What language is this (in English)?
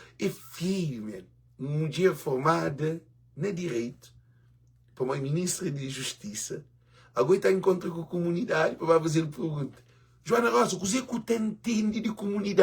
Kabuverdianu